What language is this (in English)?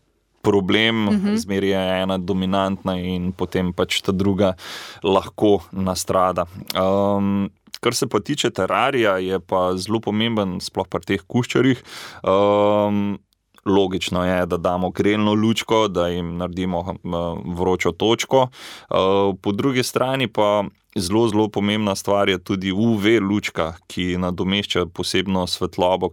Slovenian